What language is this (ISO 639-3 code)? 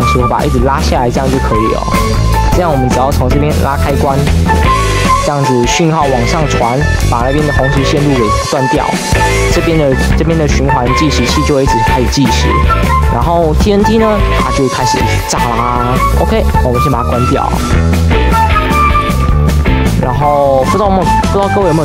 zho